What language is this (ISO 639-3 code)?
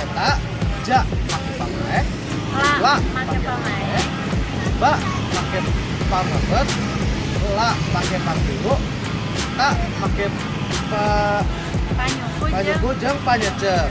sun